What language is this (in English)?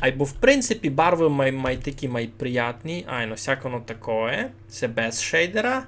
Rusyn